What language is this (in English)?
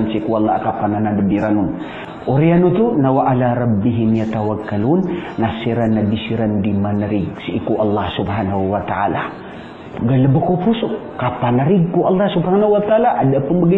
Maranao